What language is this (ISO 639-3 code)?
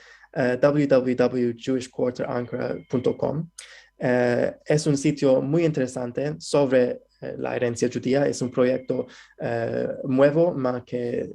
lad